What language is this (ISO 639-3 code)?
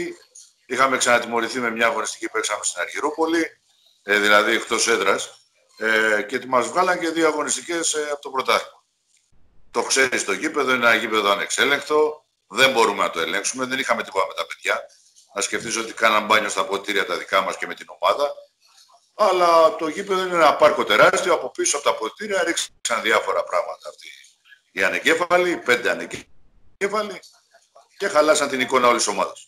ell